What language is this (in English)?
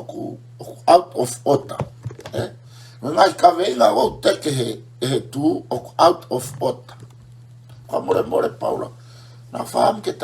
Tongan